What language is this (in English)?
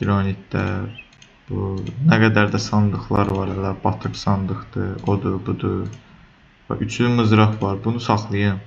Azerbaijani